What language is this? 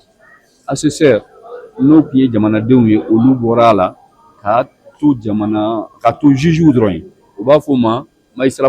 Bambara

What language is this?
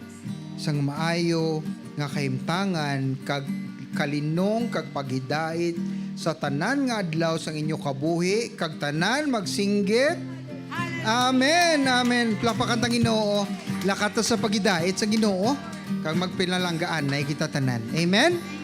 Hiligaynon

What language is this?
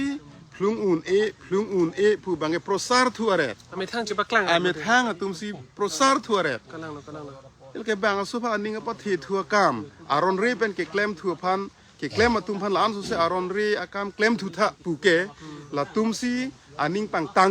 Karbi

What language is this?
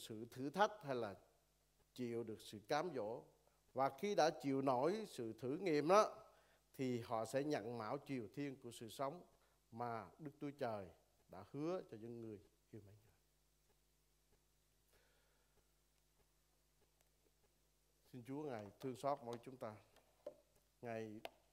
Vietnamese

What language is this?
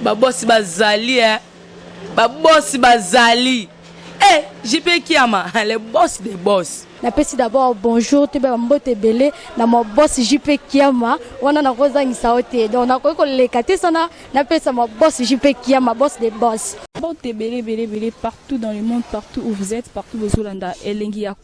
Lingala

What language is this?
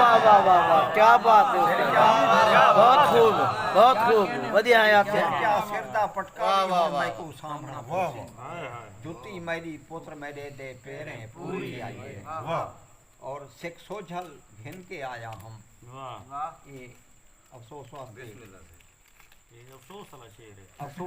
Saraiki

